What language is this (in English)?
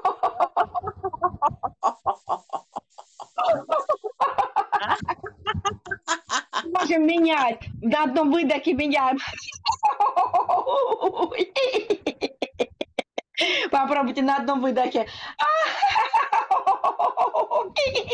Russian